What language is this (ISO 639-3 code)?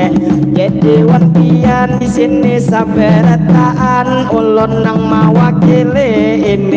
bjn